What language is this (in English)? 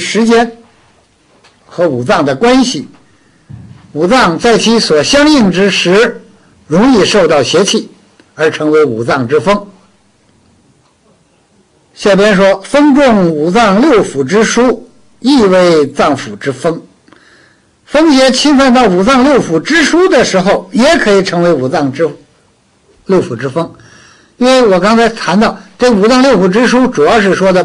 Chinese